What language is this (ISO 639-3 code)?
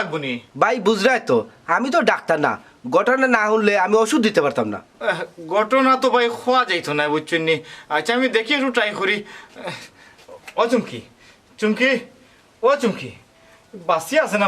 syl